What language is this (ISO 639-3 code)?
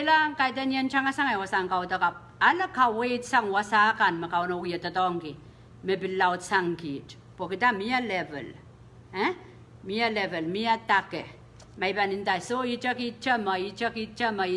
pon